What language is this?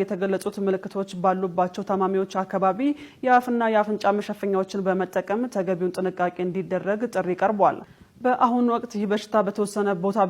Amharic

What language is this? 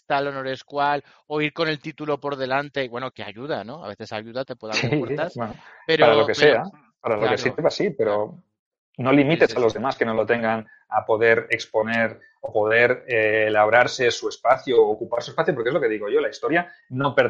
Spanish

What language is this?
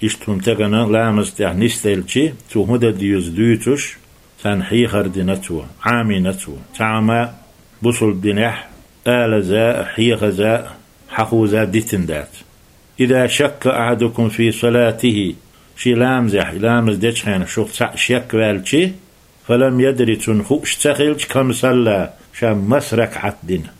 Chechen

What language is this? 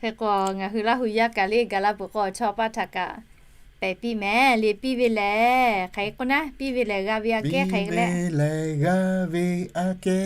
Lahu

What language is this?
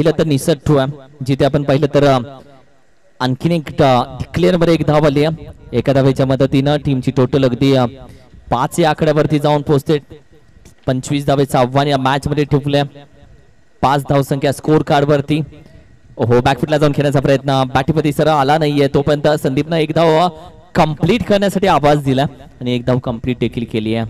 Marathi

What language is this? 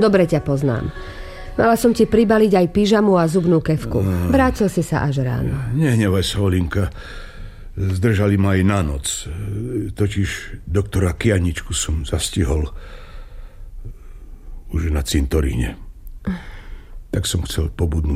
Slovak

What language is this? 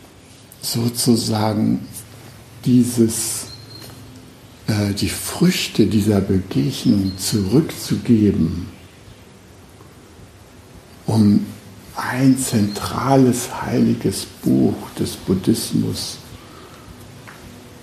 German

